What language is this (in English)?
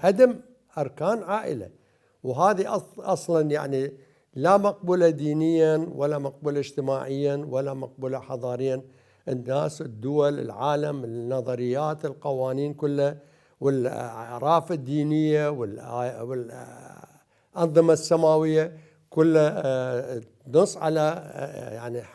Mesopotamian Arabic